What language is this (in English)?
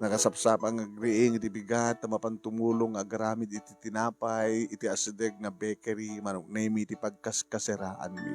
Iloko